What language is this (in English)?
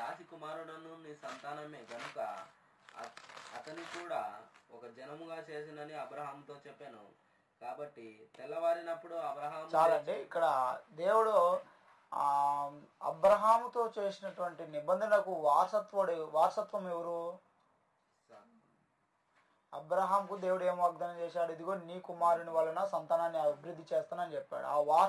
Telugu